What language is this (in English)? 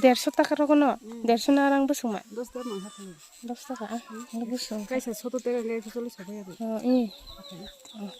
Kok Borok